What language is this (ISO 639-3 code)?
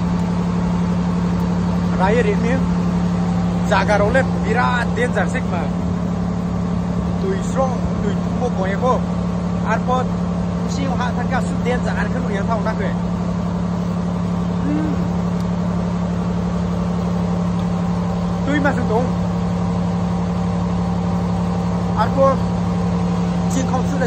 tha